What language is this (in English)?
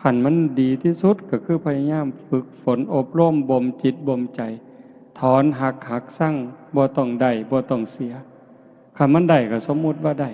Northeastern Thai